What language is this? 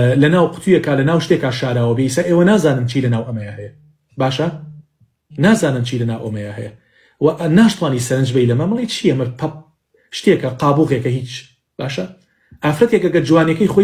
Central Kurdish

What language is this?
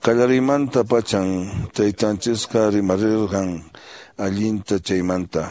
Quechua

